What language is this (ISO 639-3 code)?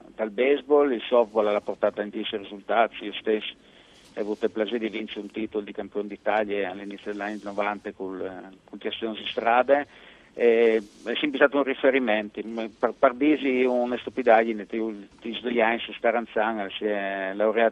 fur